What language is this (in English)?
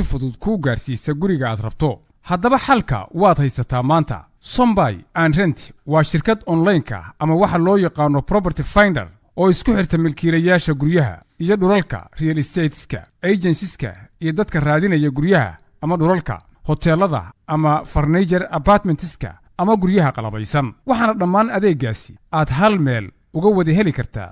Somali